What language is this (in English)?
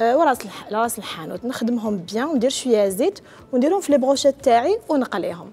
Algerian Arabic